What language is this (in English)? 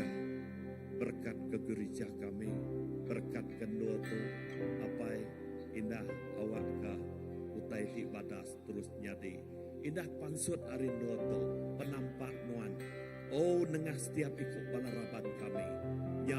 Iban